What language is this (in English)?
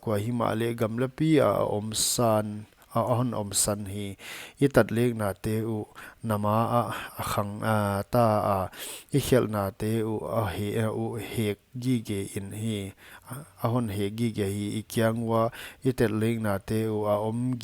Paite Chin